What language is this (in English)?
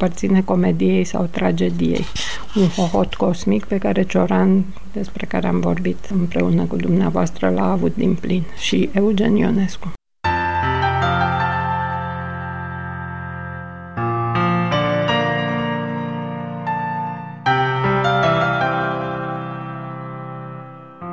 Romanian